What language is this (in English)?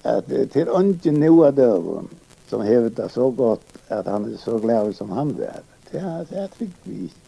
Faroese